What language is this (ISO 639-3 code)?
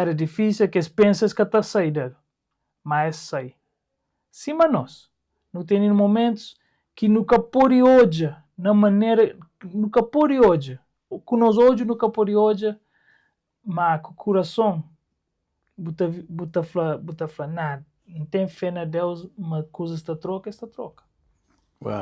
kea